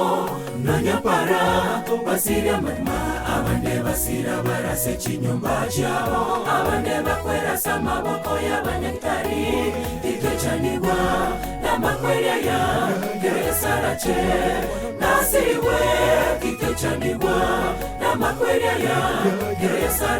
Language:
Gusii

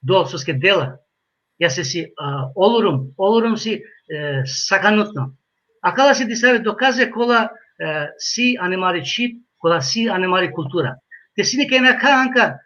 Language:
Balkan Romani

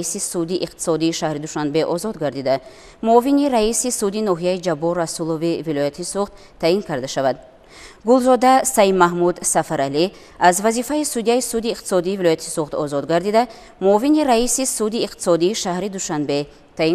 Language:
Tajik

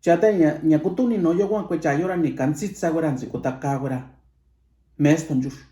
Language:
Mixtepec Mixtec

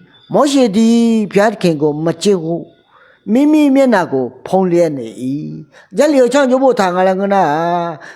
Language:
Akha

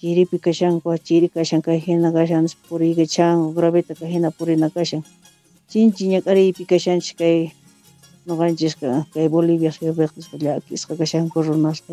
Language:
South Bolivian Quechua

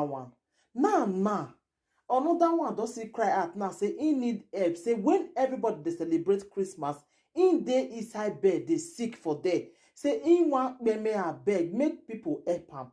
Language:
Nigerian Pidgin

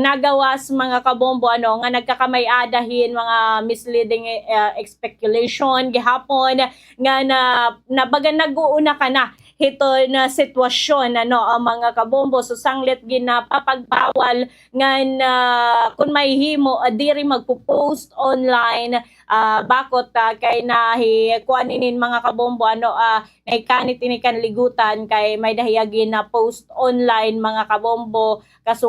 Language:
Waray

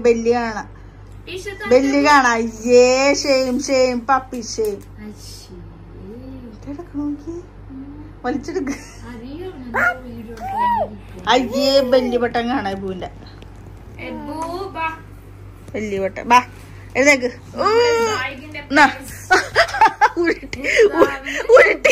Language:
Malayalam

